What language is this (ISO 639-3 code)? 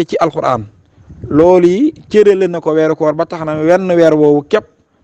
wol